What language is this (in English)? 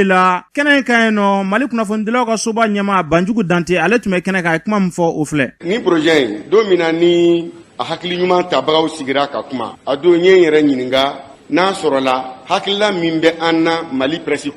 Bambara